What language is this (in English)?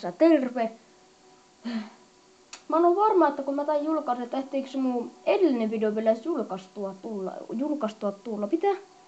Finnish